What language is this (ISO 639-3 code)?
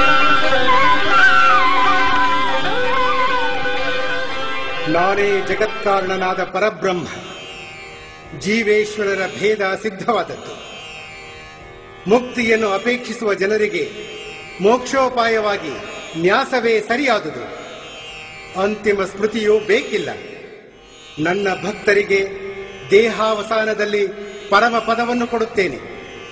kan